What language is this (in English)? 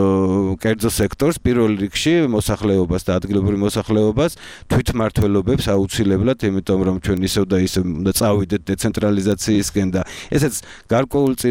Georgian